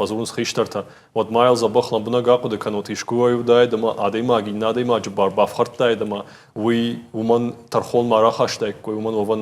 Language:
Ossetic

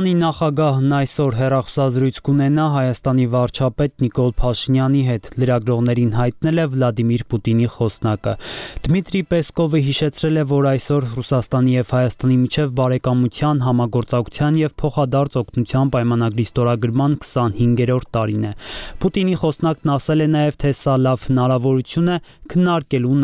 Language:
Armenian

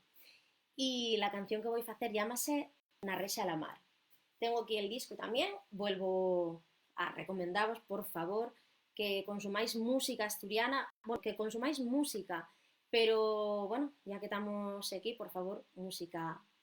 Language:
Asturian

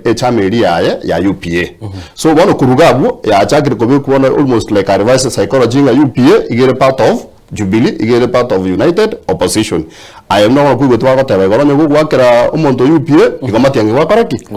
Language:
Gusii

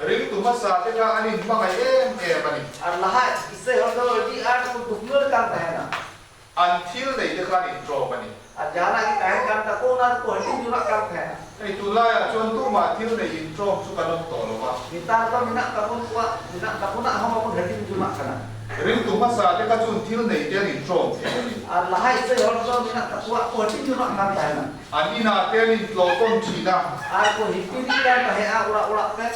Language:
Mizo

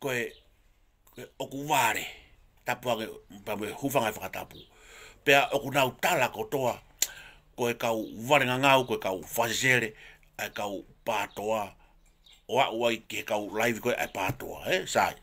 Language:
Tongan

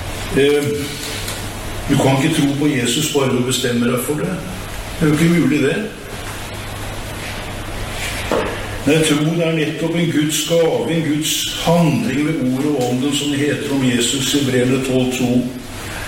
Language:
Norwegian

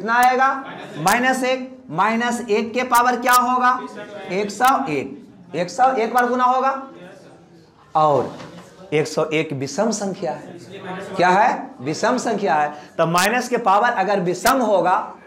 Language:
Hindi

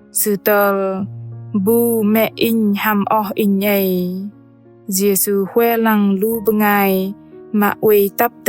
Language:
Bahnar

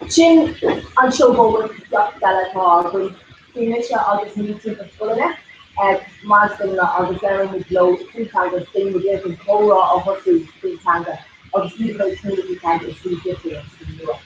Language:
Irish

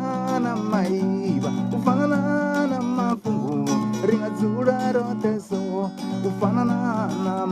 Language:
Venda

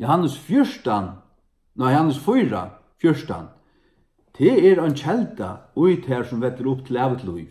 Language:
Faroese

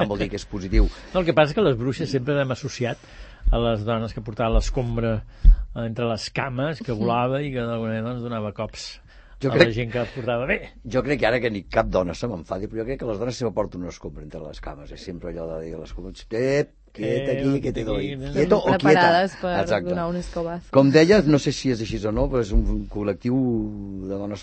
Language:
Catalan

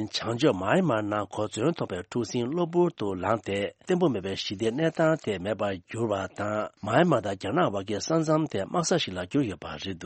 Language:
Tibetan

